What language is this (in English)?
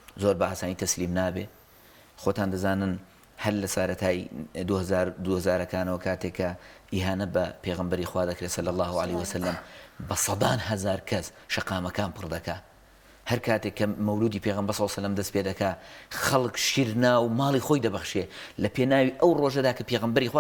Central Kurdish